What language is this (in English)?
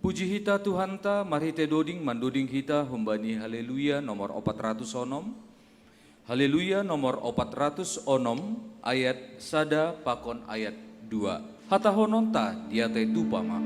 Batak Simalungun